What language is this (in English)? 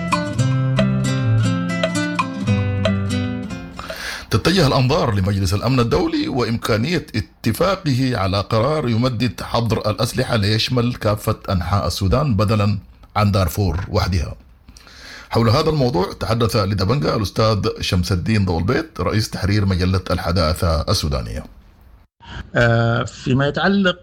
Sudanese Arabic